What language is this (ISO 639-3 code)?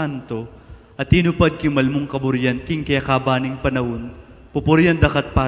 pam